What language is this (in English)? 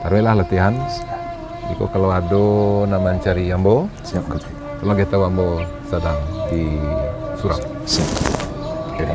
Minangkabau